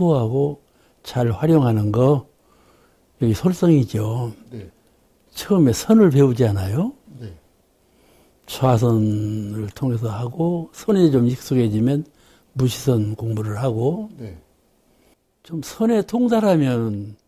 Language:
Korean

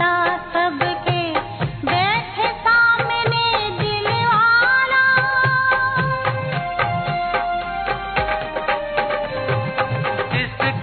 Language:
Hindi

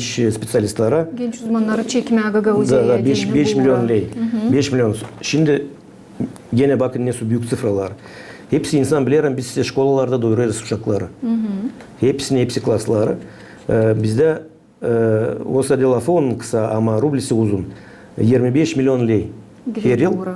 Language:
Gagauz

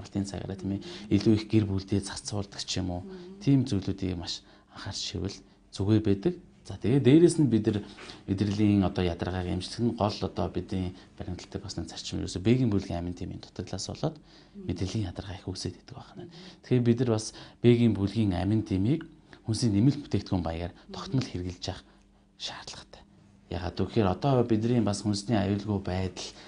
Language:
Mongolian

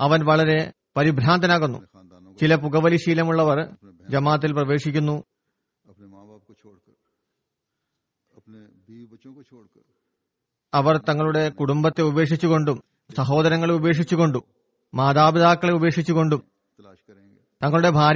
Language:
Malayalam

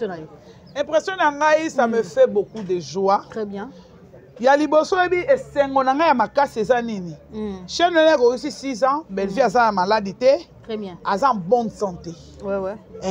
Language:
Lingala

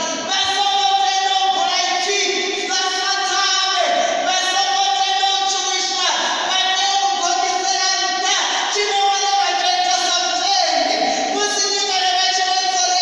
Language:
Venda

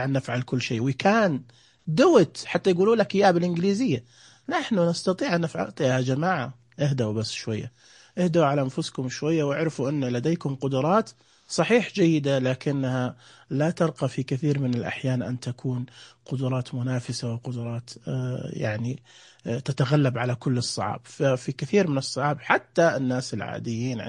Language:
Najdi Arabic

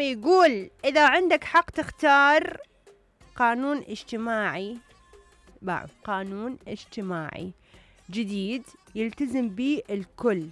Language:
Mesopotamian Arabic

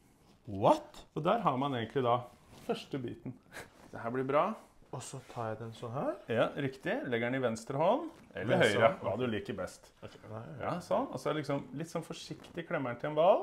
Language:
Norwegian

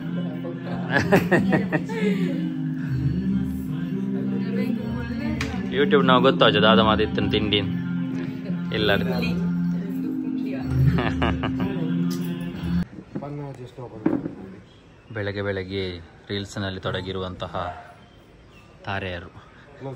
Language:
Tulu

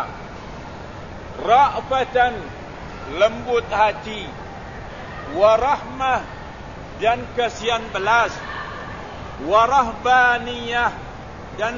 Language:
Malay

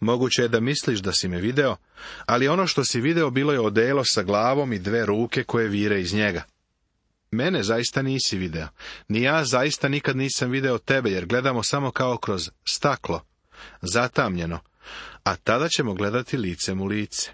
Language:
Serbian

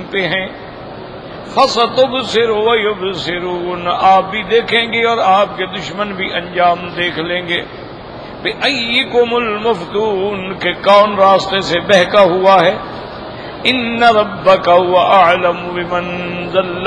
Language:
Urdu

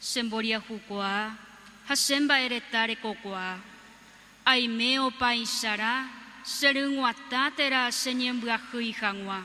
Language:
Guarani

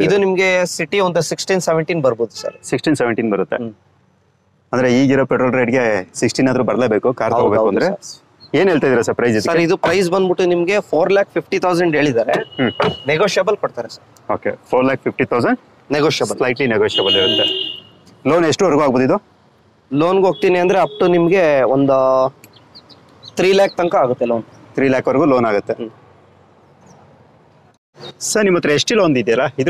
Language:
Kannada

